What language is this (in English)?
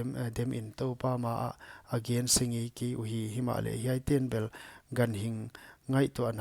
Paite Chin